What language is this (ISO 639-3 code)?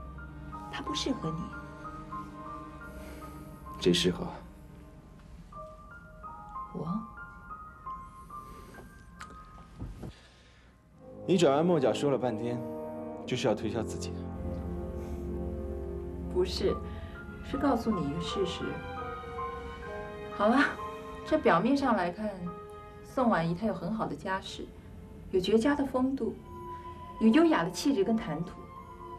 zho